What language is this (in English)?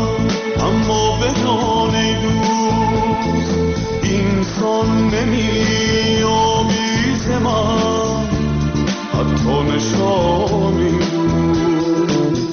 Persian